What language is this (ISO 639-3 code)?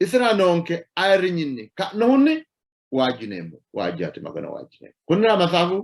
sid